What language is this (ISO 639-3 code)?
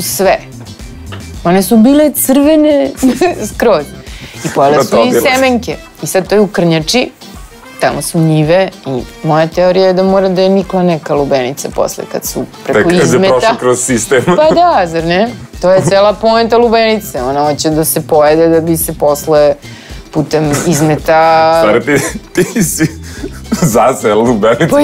srp